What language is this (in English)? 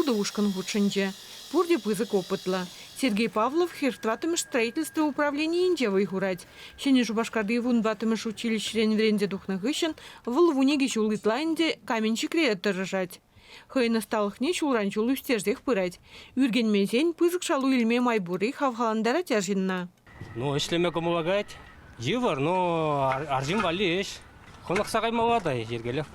Chuvash